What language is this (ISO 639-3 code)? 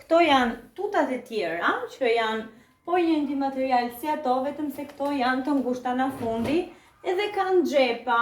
sqi